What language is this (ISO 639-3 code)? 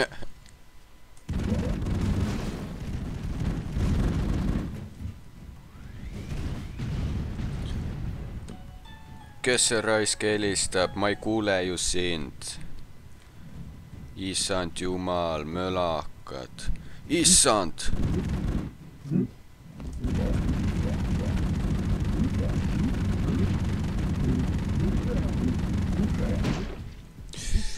est